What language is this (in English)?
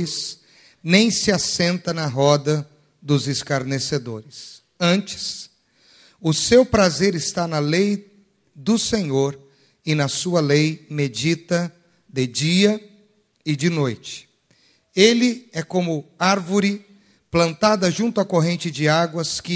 Portuguese